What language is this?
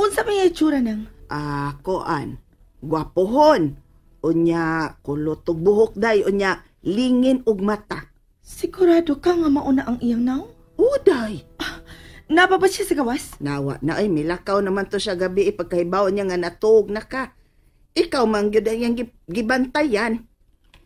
Cebuano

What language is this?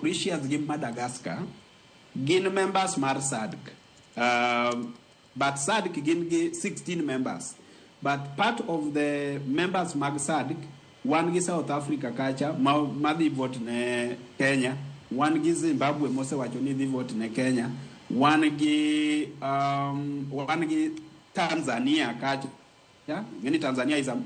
Luo (Kenya and Tanzania)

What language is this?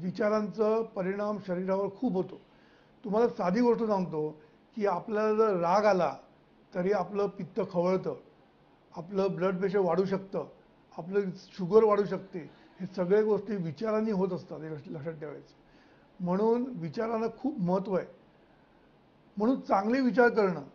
Marathi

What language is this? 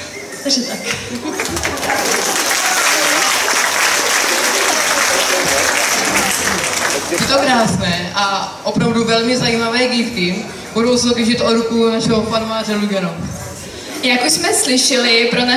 Czech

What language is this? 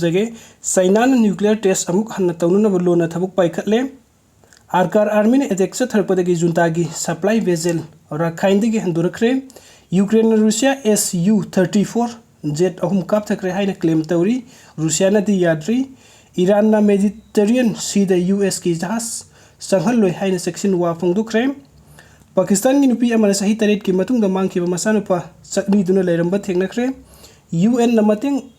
Manipuri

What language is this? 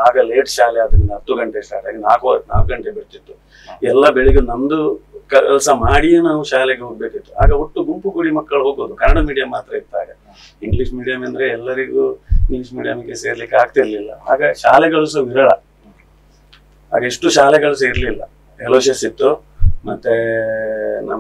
Kannada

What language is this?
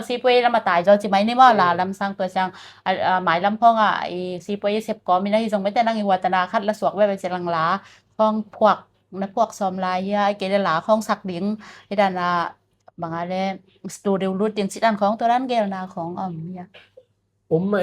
Tedim Chin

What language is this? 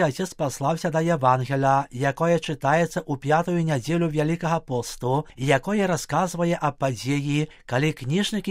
Belarusian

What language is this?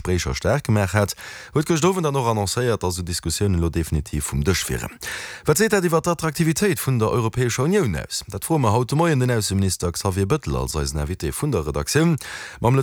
Luxembourgish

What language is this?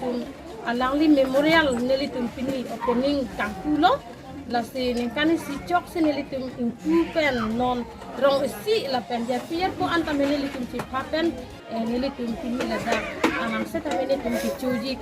Karbi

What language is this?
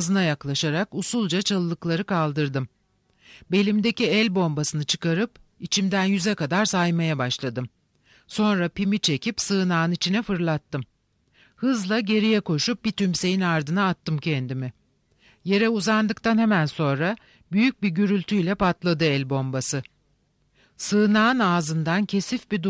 Turkish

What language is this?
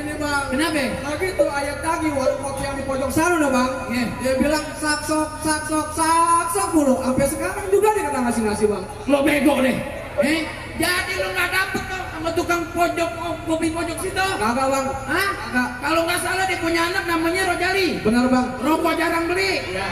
Betawi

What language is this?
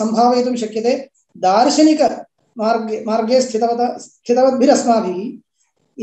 Sanskrit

